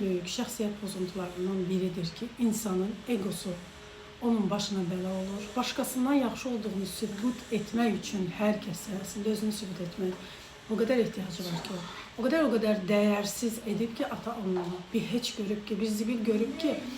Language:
Azerbaijani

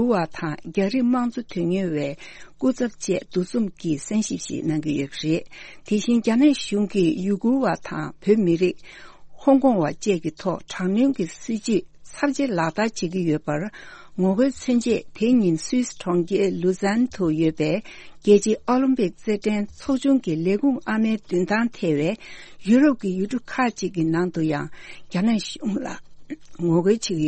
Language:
Tibetan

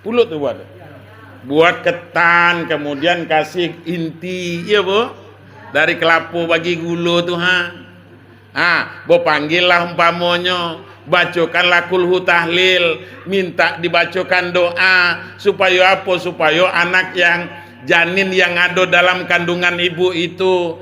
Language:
Minangkabau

